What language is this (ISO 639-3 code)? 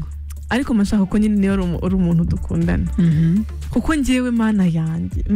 kin